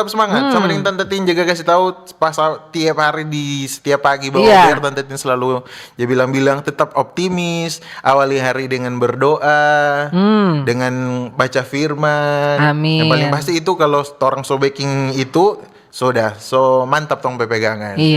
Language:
Manado Malay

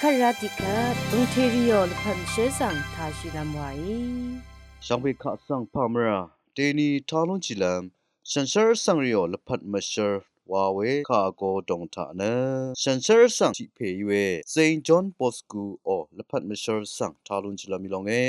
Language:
Rawang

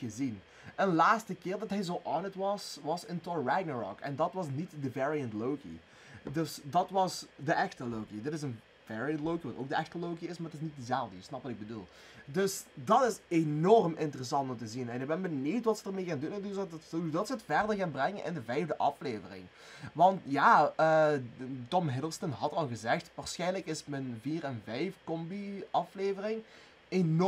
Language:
Dutch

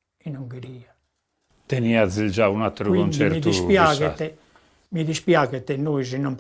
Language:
Sardinian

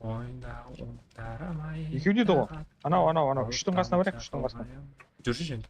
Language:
Kara-Kalpak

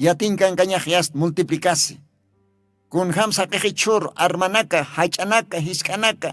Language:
Aymara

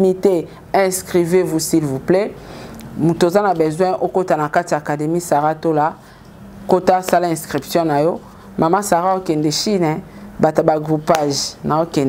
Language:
Lingala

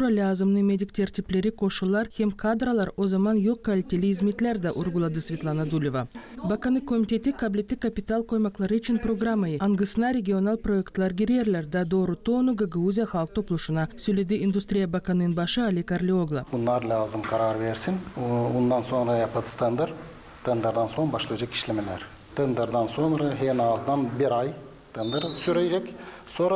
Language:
Gagauz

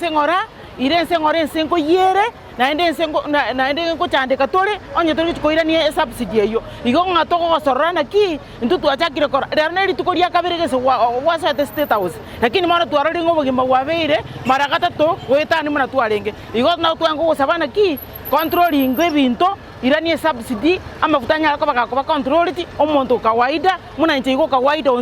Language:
Gusii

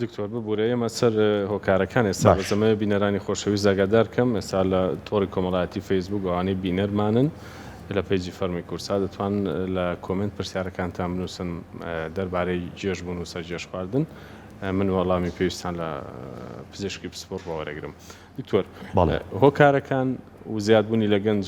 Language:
Central Kurdish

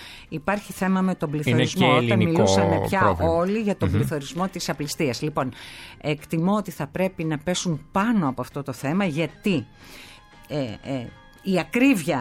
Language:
Greek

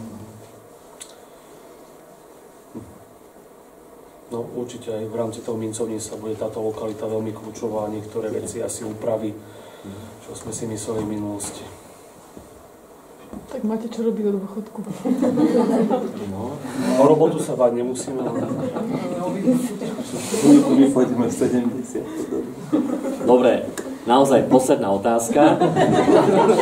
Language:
Slovak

